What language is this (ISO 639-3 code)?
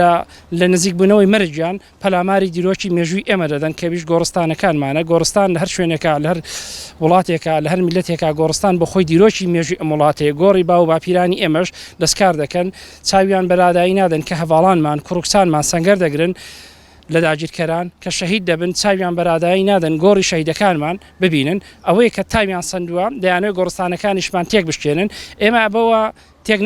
ckb